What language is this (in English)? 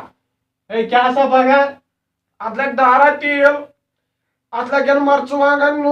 Kashmiri